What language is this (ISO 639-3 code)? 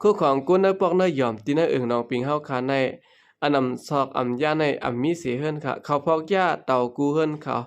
shn